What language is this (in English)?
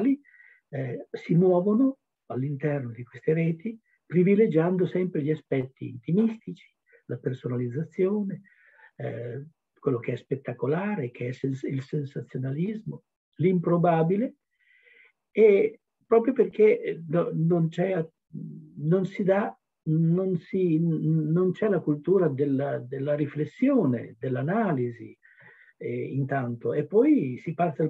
Italian